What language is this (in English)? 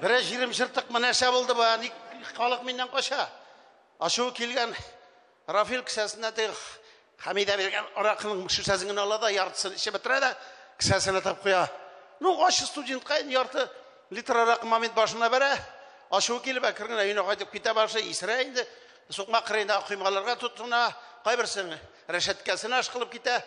Tatar